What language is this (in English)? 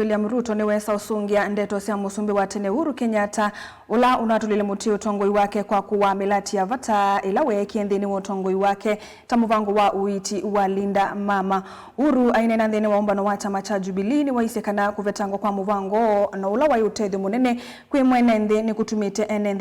Kamba